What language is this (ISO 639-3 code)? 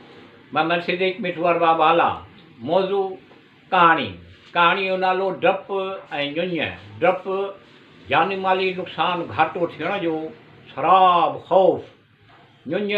snd